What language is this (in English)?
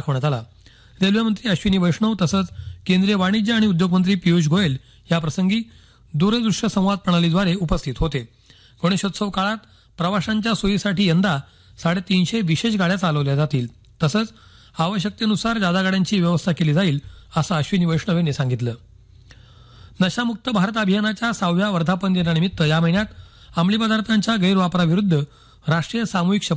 Marathi